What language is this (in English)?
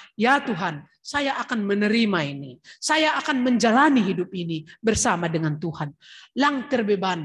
Batak Simalungun